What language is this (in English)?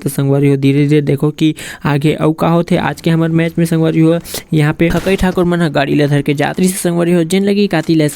Chhattisgarhi